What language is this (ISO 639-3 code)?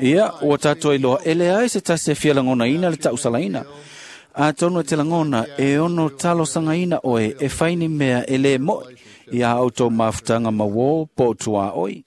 smo